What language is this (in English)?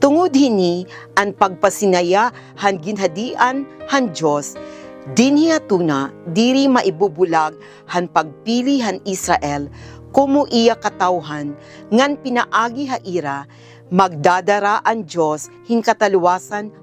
Waray